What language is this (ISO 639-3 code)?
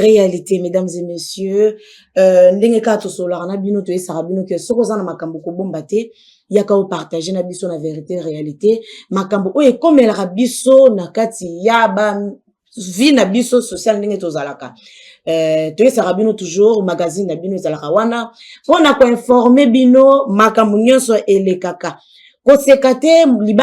lin